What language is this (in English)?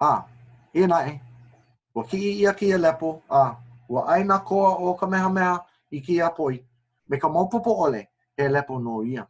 Hawaiian